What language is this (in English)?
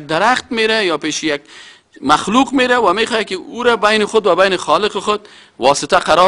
Persian